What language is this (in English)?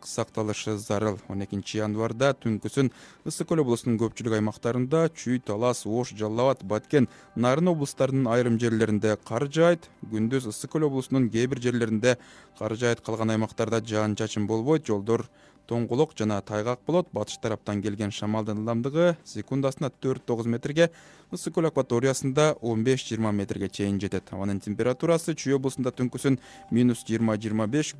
Kyrgyz